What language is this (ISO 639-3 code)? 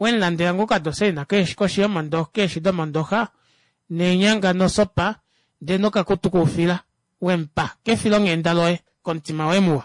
kua